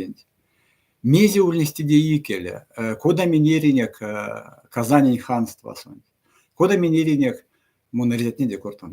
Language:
Erzya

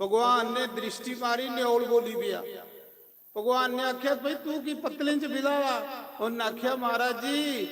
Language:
Dogri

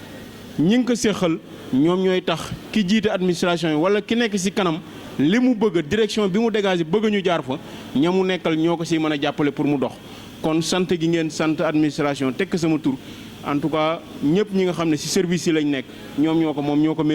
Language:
Wolof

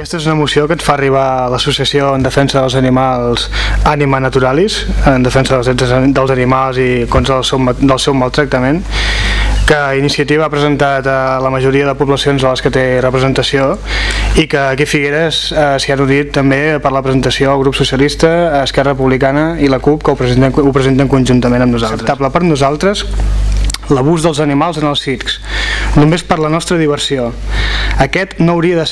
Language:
Catalan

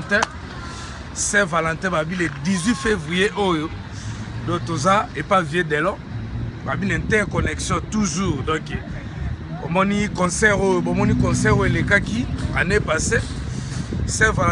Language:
Lingala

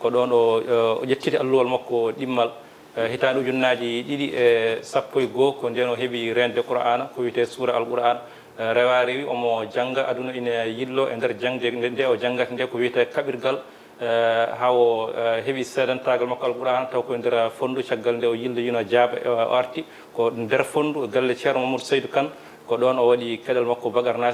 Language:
Fula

